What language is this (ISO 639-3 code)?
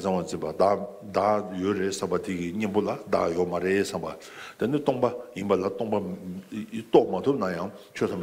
bod